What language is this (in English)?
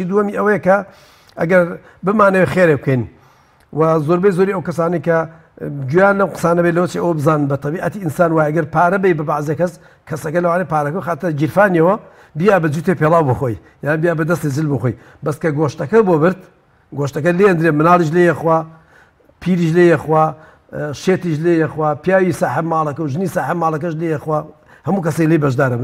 Central Kurdish